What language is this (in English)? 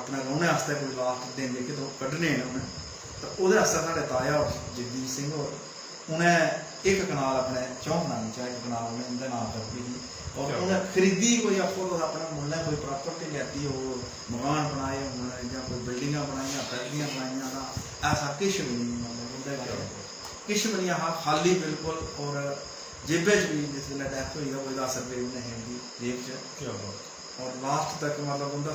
Dogri